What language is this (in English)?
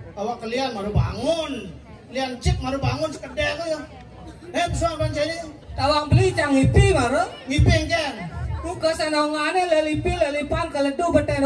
Balinese